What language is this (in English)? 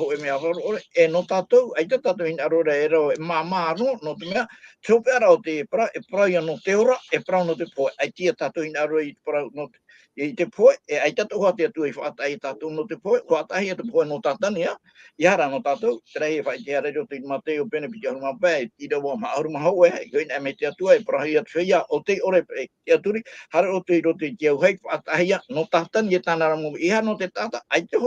Tahitian